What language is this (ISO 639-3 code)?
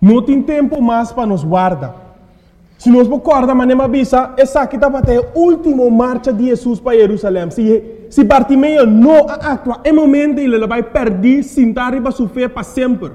pap